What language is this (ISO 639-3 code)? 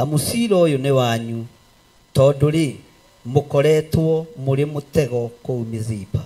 kik